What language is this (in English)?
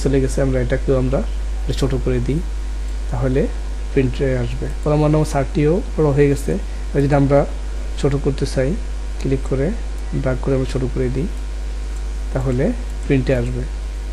Bangla